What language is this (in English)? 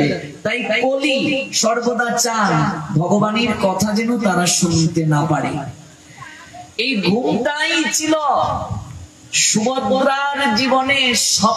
Bangla